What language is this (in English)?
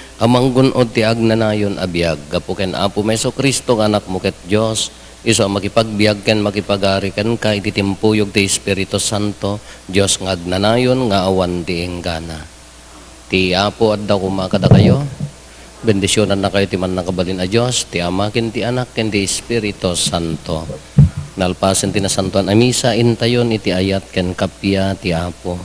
Iloko